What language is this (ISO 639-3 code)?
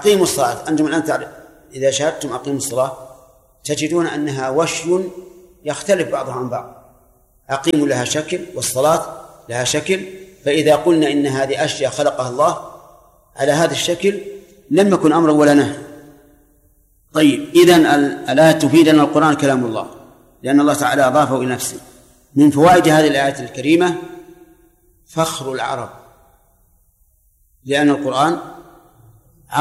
ara